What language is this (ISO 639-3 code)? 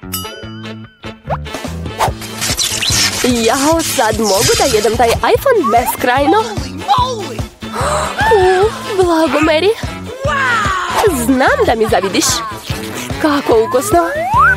srp